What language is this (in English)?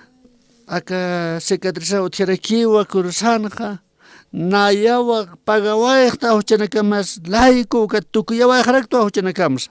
Aymara